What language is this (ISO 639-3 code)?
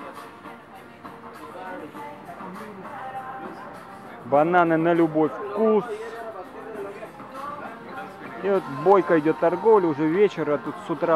rus